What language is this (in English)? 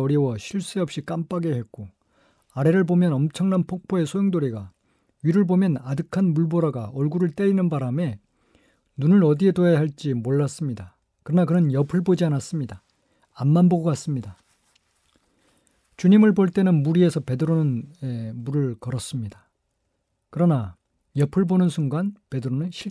Korean